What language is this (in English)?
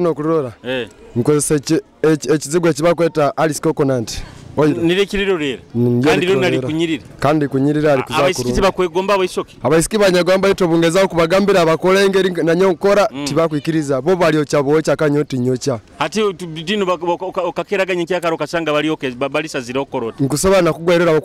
Nyoro